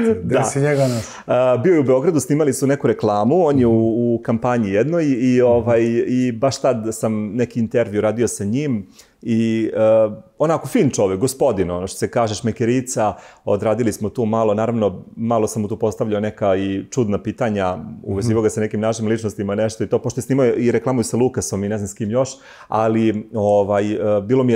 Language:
Serbian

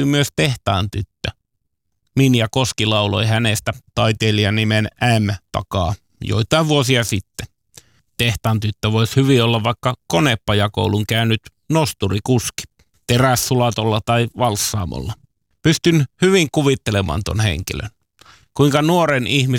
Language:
Finnish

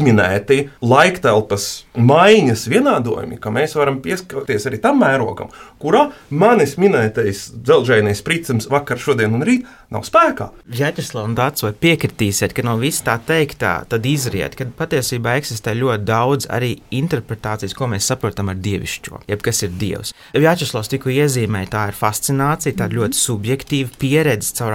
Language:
Latvian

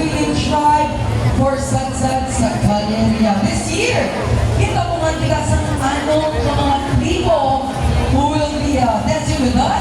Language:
Hiligaynon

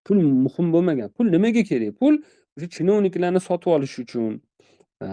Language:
Uzbek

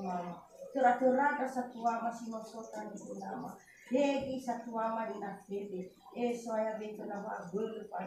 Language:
Nias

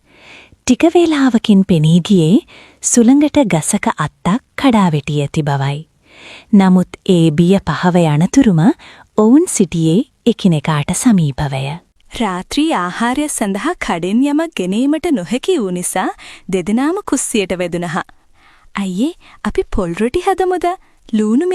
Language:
Sinhala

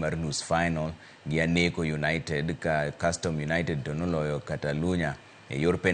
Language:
Luo (Kenya and Tanzania)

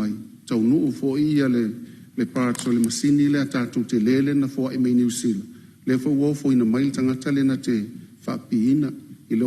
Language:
Samoan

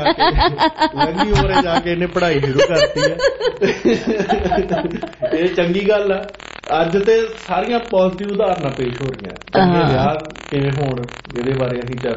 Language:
Punjabi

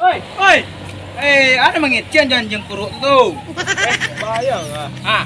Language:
Minangkabau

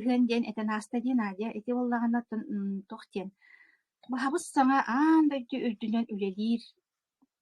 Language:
Yakut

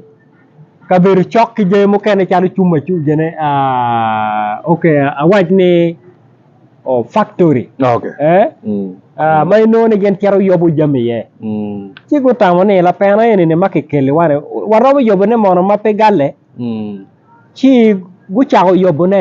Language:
Acoli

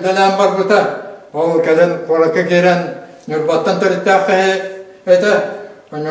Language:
Yakut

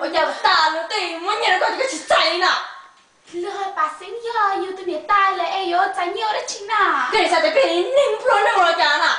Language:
Hmong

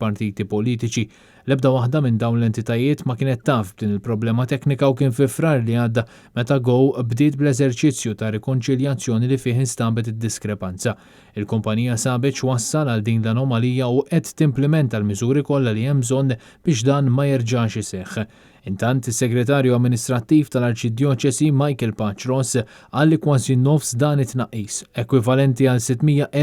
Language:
Maltese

